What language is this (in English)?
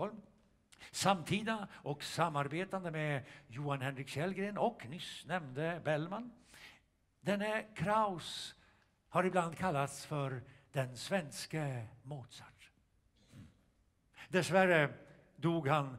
Swedish